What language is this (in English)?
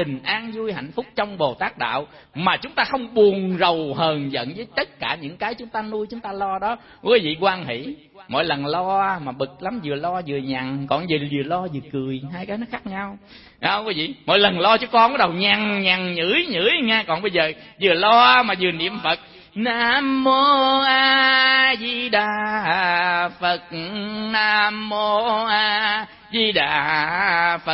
Vietnamese